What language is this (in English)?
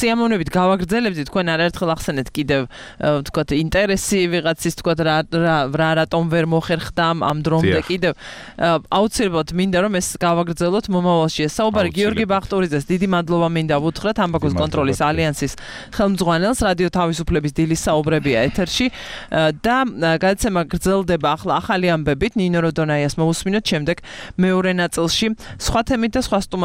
Georgian